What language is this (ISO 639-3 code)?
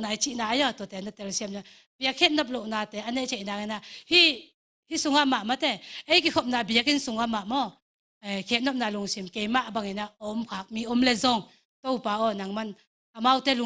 ctd